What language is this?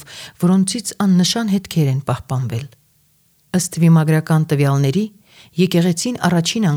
Armenian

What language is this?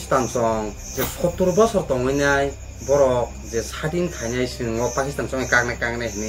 Kok Borok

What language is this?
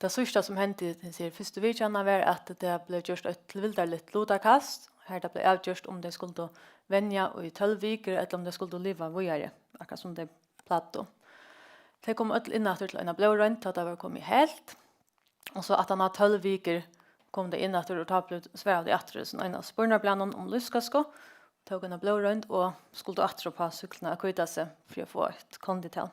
Faroese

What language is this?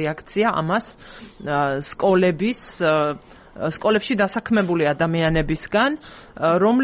Georgian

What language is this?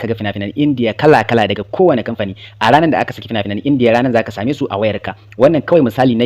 Hausa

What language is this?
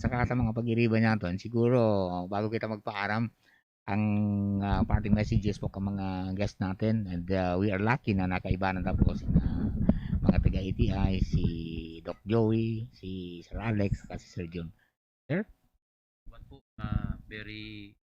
Bikol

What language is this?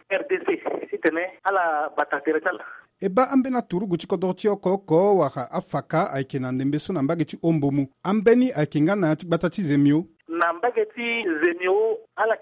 Sango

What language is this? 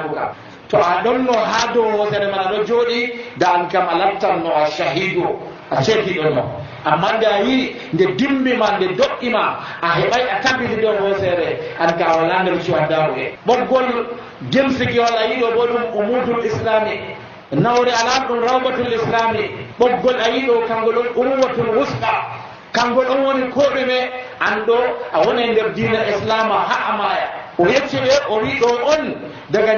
Nigerian Fulfulde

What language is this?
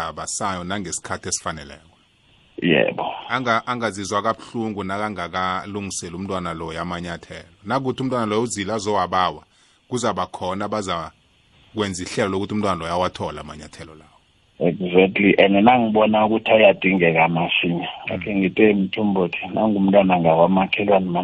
South Ndebele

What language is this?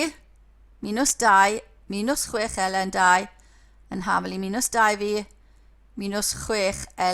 Welsh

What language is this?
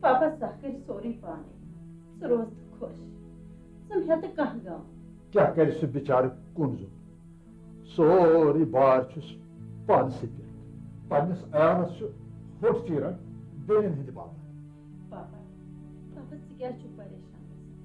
Kashmiri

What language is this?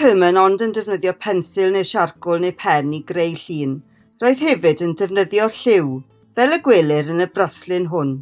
Welsh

